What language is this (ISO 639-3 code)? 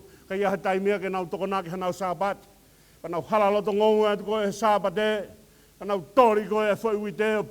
ton